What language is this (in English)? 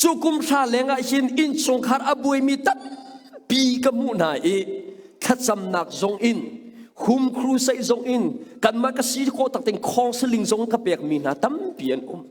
Hakha Chin